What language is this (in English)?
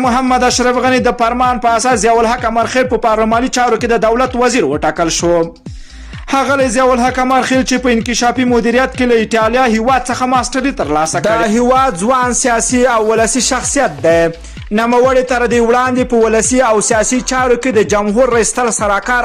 Pashto